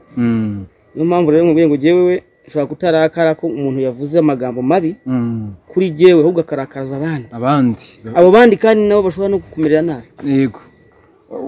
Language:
Kinyarwanda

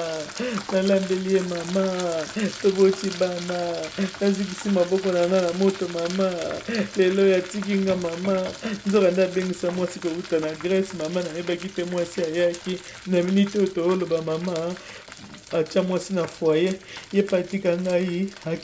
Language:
Lingala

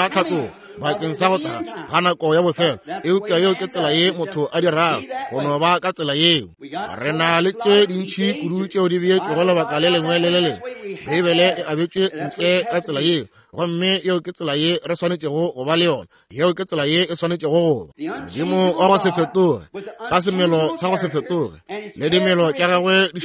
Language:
Northern Sotho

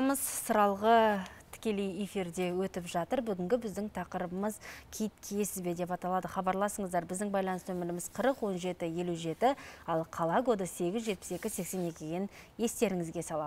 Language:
Kazakh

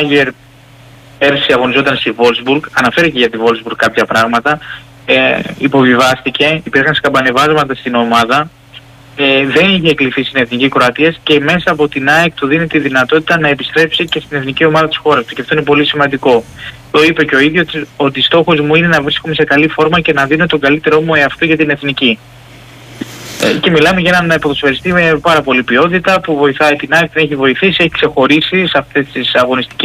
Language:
Greek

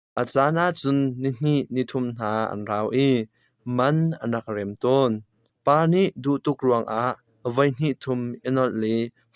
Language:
Hakha Chin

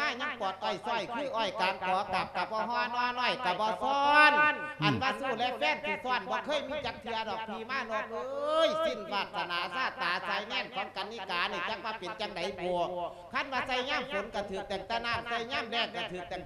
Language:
Lao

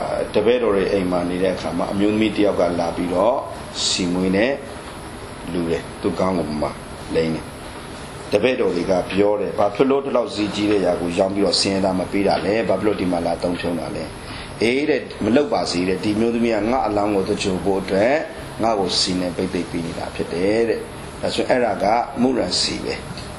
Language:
Burmese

